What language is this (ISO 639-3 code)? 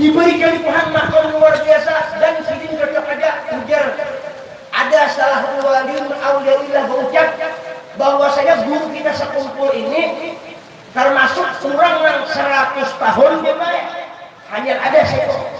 bjn